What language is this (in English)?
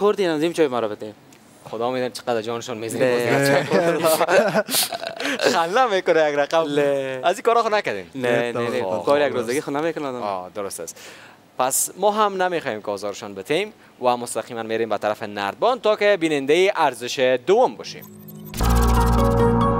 Persian